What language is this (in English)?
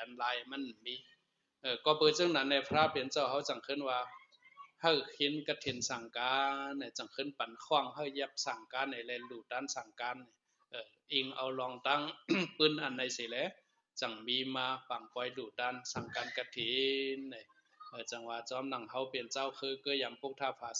Shan